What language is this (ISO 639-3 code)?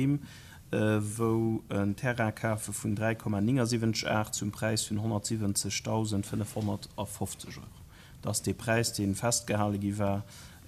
ltz